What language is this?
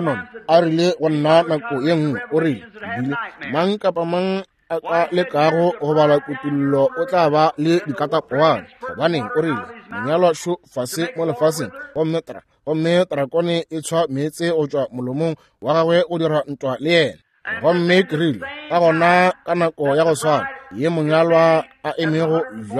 Northern Sotho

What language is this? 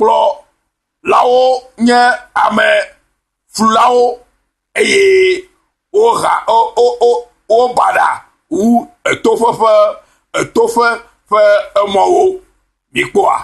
Ewe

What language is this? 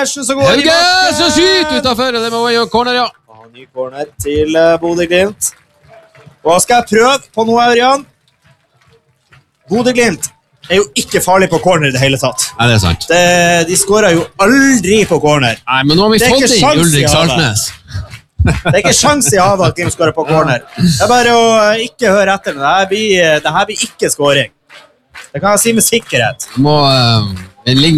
Norwegian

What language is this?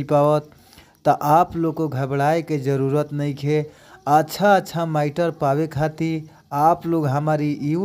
Bhojpuri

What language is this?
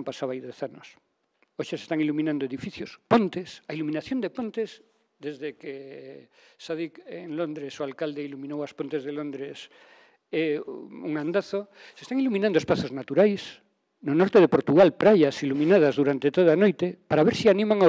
Galician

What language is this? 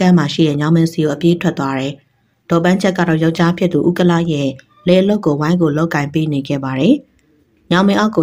Burmese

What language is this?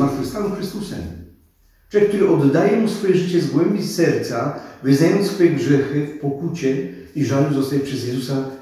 Polish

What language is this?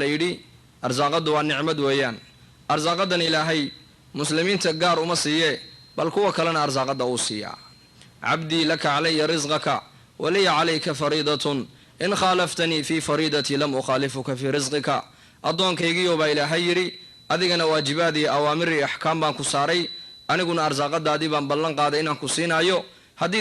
Somali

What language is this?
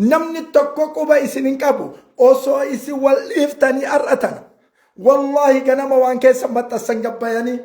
Oromo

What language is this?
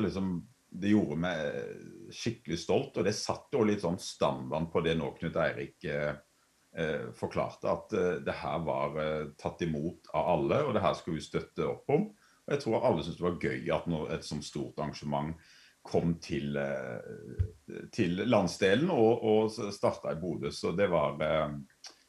Norwegian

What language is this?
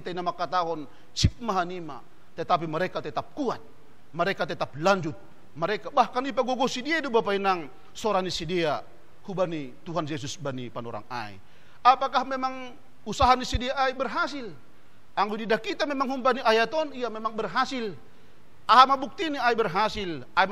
Batak Simalungun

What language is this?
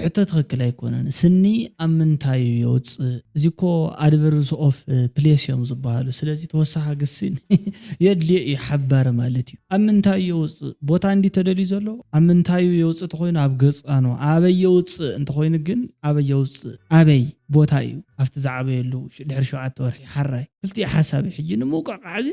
Tigrinya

